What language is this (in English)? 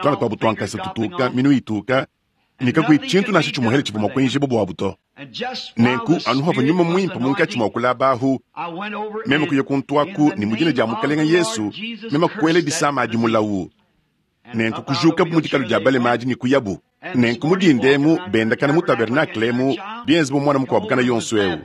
Luba-Lulua